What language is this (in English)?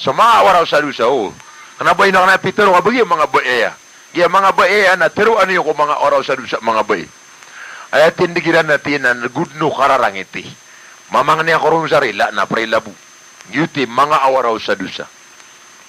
Maranao